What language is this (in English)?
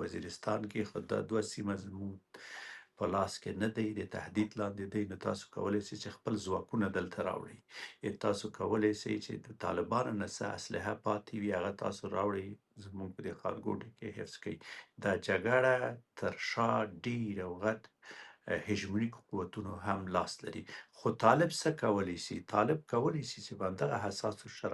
Pashto